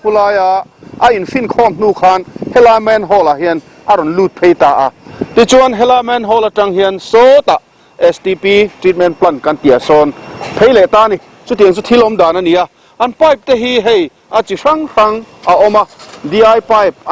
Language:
Mizo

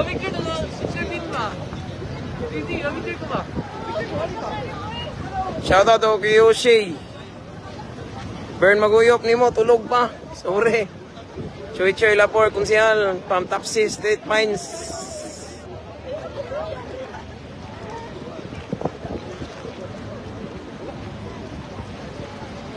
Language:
Cebuano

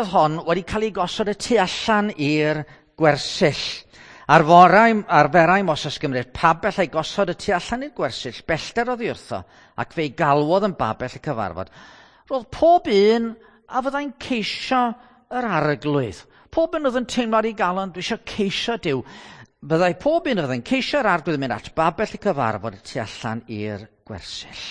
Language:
Welsh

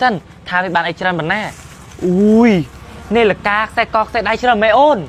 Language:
Khmer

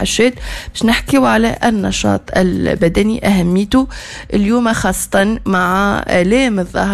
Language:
Tunisian Arabic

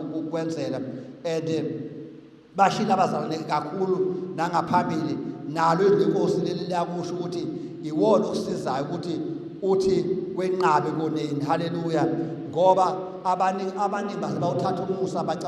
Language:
Zulu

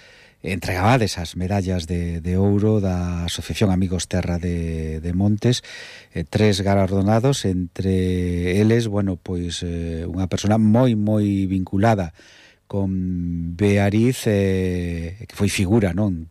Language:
Galician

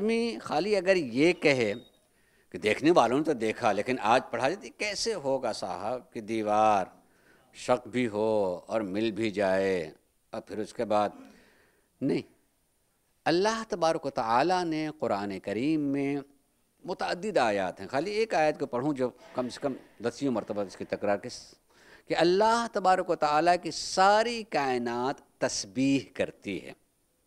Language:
Urdu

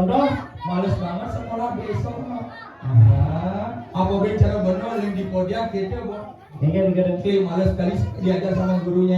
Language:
Balinese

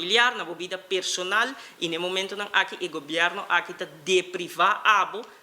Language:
Papiamento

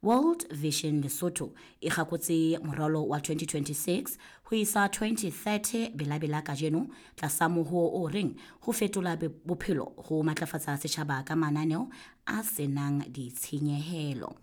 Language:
Southern Sotho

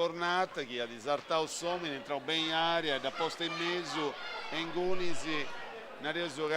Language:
Sardinian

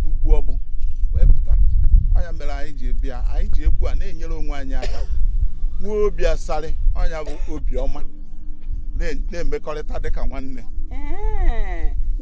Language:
Igbo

